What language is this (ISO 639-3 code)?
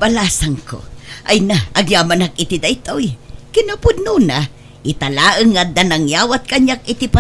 ilo